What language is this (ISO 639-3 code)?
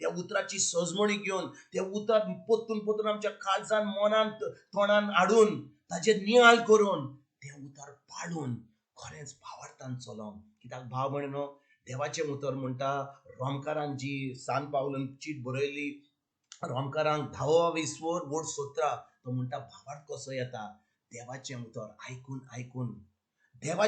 kok